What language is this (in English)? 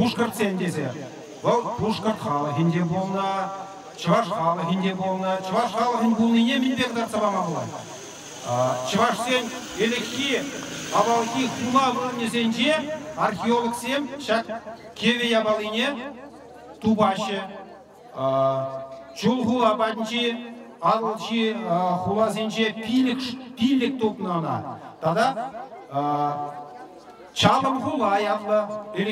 Chuvash